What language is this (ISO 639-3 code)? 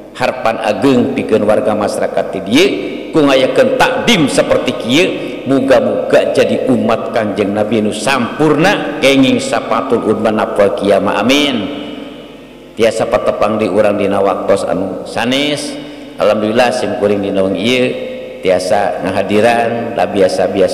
sun